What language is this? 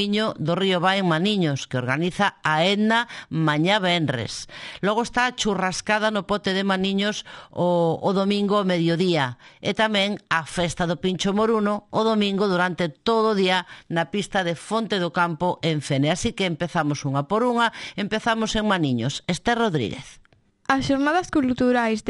Galician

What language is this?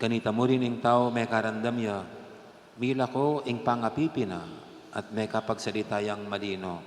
Pampanga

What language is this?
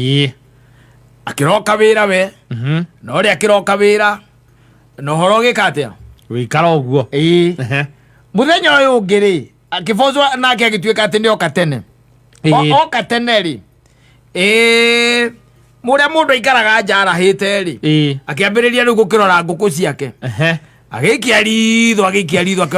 Kikuyu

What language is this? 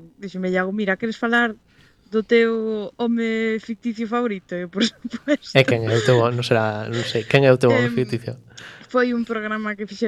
Galician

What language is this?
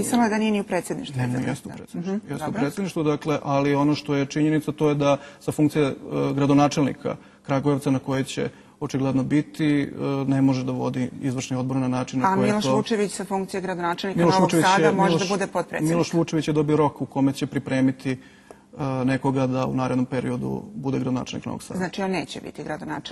Serbian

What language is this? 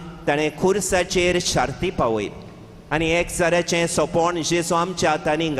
Konkani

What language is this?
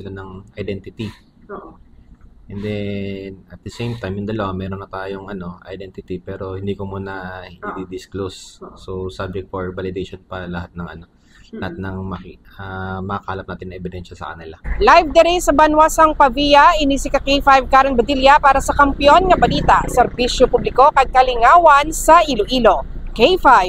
Hiligaynon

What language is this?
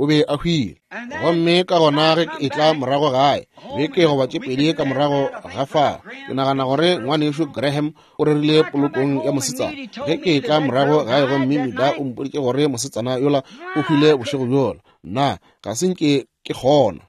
Northern Sotho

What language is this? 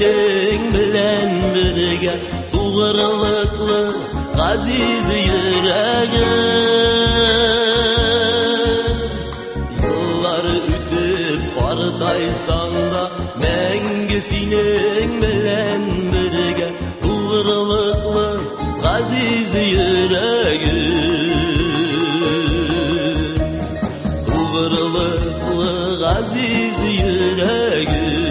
Tatar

